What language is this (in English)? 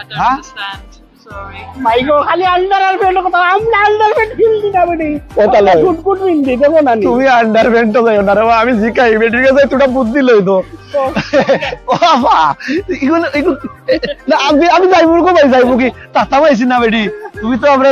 Sylheti